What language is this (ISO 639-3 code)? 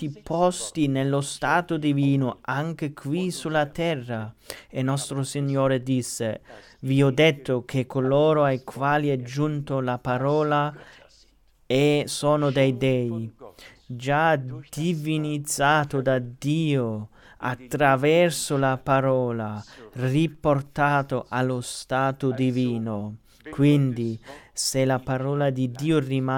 ita